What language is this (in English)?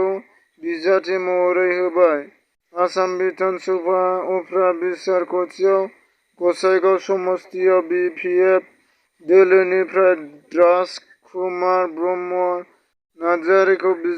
Bodo